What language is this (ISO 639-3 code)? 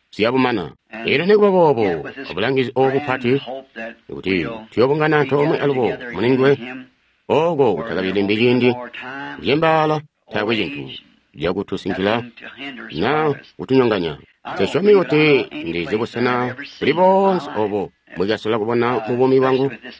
toi